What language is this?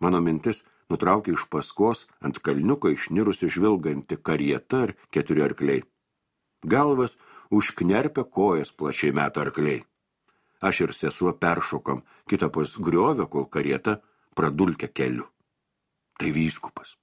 Lithuanian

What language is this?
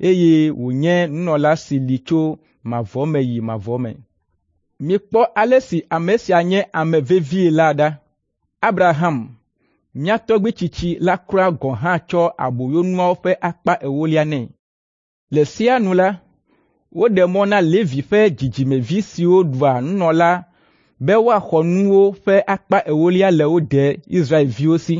Ewe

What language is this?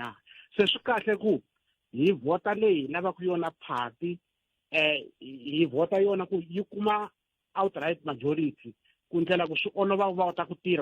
Tsonga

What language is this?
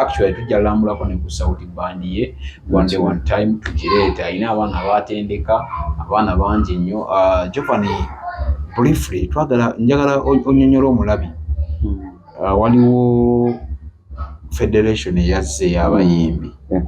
Ganda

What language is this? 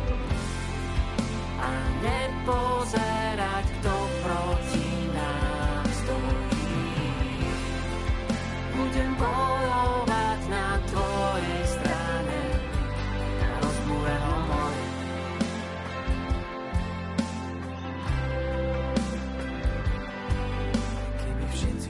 Slovak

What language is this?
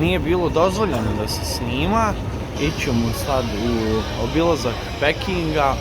Bosnian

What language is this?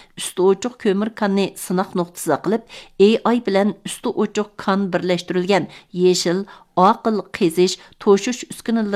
Uyghur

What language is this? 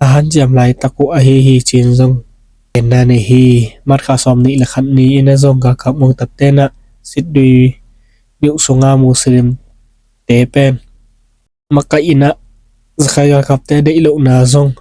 Tedim Chin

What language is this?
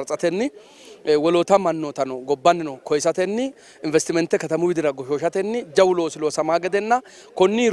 Sidamo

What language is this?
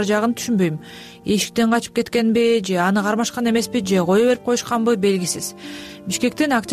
Kyrgyz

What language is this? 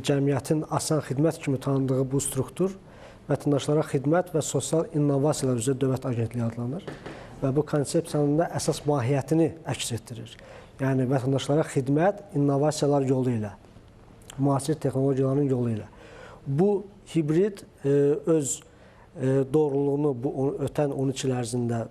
Azerbaijani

